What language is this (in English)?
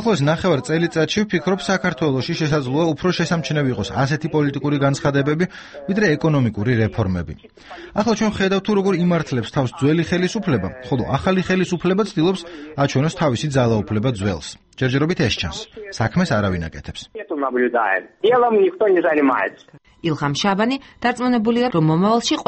Georgian